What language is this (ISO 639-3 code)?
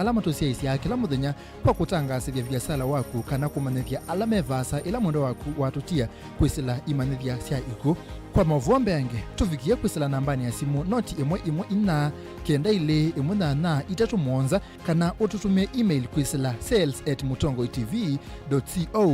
kam